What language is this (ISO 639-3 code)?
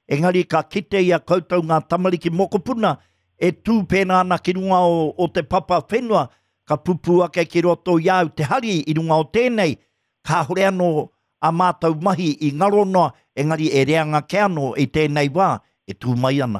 mri